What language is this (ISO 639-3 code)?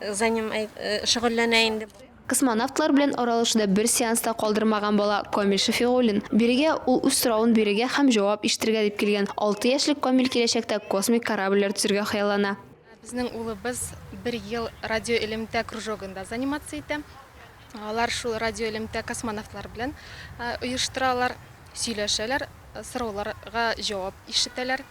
tat